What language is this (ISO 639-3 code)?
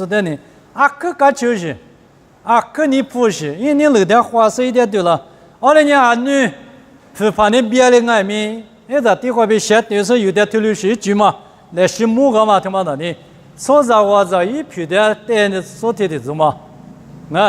lis